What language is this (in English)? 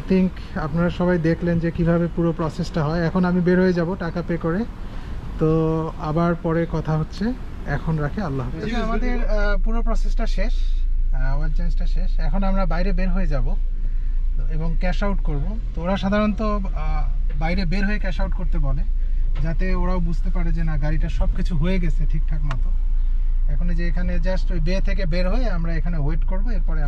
Bangla